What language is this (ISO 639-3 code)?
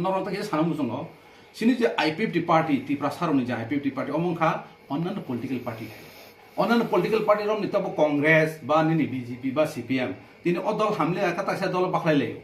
trp